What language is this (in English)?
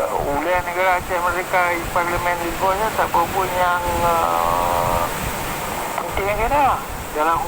Achinese